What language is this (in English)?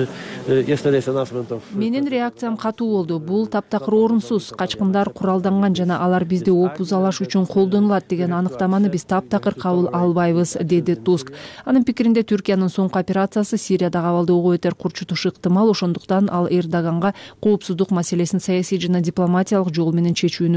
Kyrgyz